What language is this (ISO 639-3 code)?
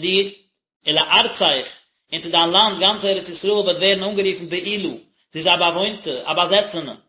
yid